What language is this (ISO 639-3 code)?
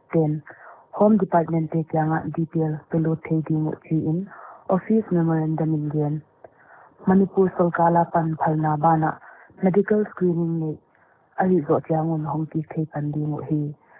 pck